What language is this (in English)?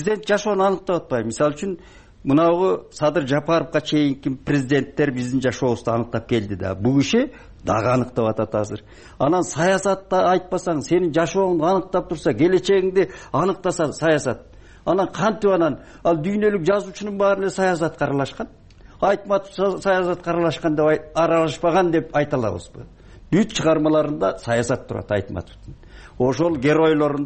Kyrgyz